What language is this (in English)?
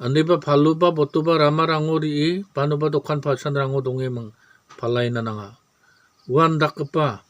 Garo